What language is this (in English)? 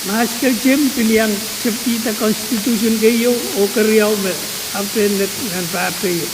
Pohnpeian